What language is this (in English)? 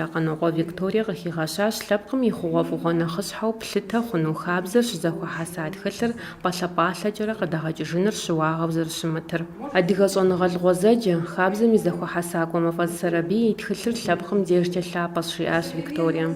Kabardian